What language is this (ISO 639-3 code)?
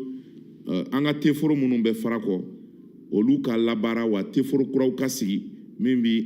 bam